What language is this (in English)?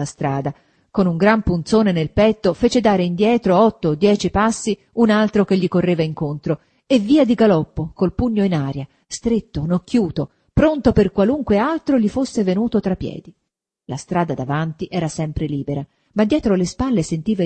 Italian